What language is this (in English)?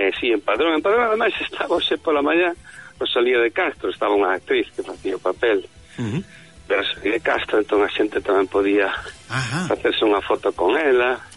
Galician